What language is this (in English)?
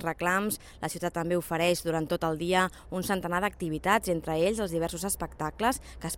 Catalan